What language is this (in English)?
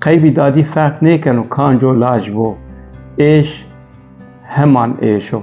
Kurdish